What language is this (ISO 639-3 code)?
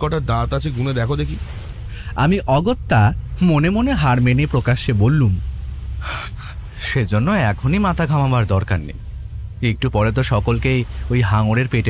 ben